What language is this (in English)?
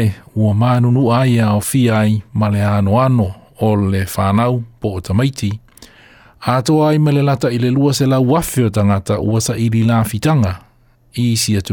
Samoan